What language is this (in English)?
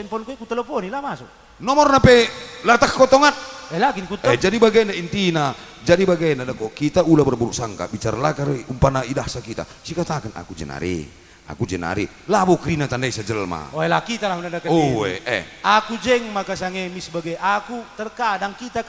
Batak Karo